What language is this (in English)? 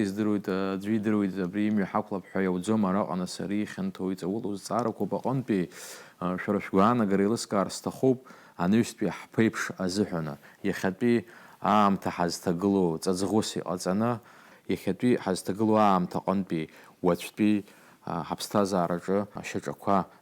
Abkhazian